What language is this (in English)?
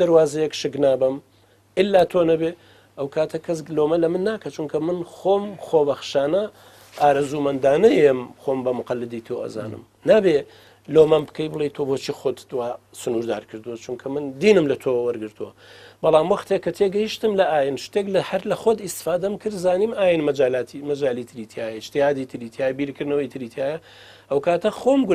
Central Kurdish